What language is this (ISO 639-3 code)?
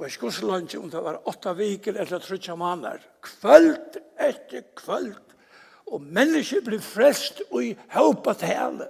fao